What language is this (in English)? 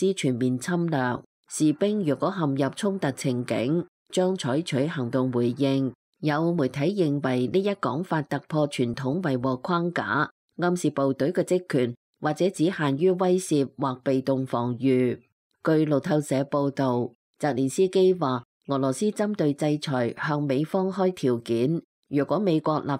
Cantonese